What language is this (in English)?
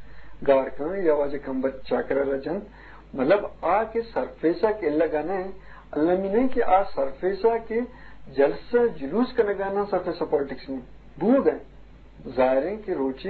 Eastern Balochi